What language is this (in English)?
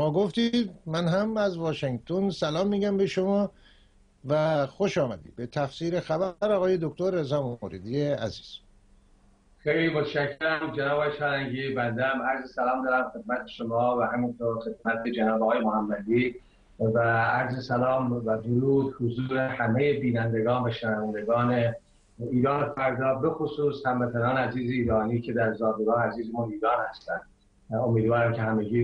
Persian